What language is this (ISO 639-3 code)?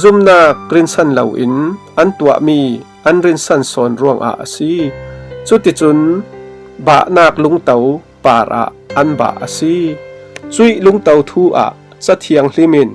cfm